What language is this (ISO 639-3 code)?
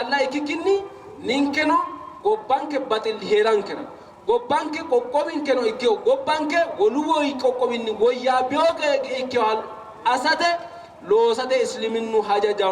sid